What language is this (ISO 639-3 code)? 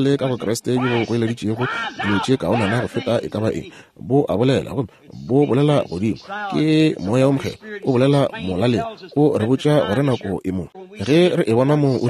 nso